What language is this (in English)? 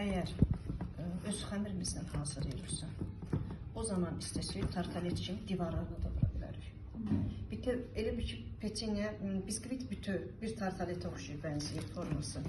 Azerbaijani